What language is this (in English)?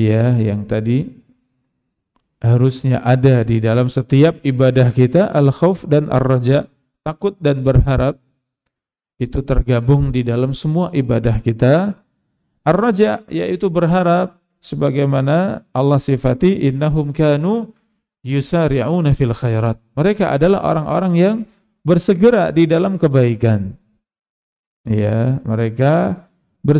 Indonesian